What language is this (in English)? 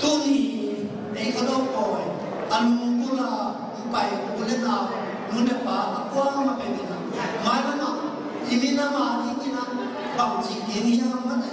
Tedim Chin